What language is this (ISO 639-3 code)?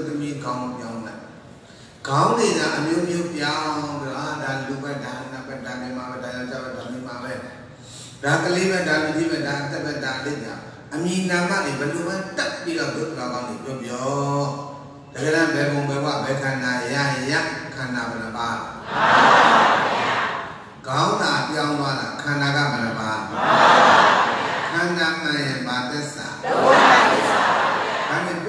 mya